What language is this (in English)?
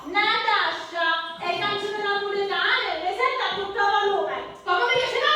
Sicilian